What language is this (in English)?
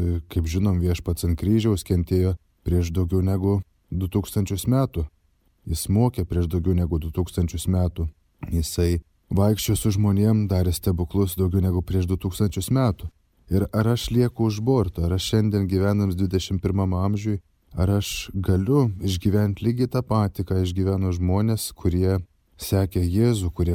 Lithuanian